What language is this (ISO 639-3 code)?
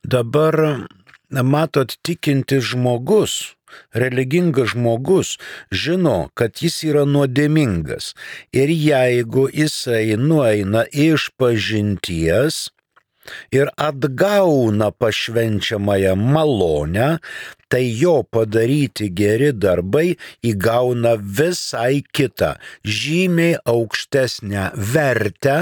lit